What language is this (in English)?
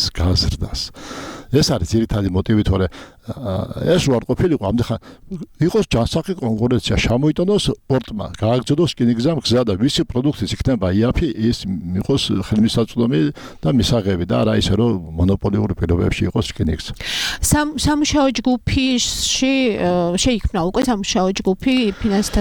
Georgian